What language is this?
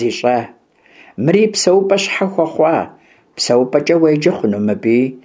Kabardian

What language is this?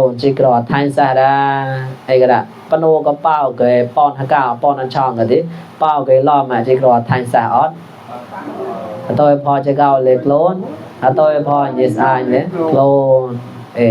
Mon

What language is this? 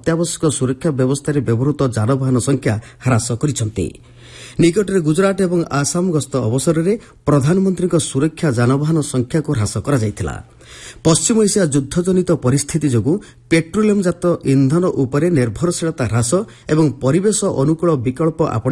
Odia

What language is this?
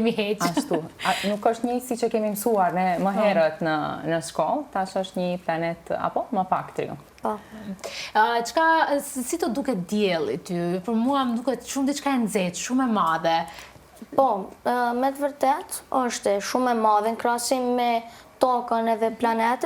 Albanian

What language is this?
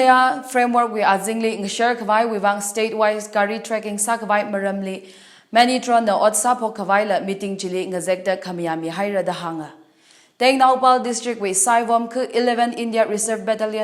Tangkhul Naga (India)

